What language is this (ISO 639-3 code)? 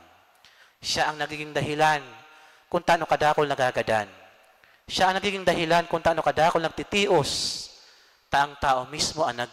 bik